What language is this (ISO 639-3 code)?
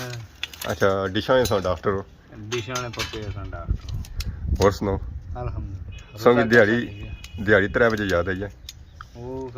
phr